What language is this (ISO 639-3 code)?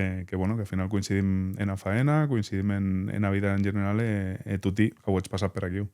oci